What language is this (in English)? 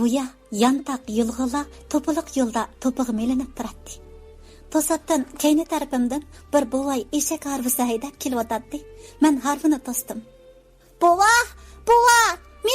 Uyghur